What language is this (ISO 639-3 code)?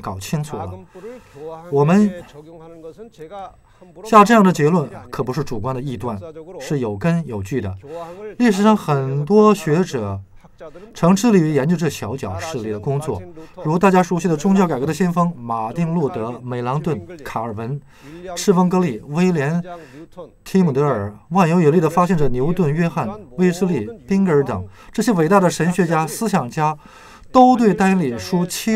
zho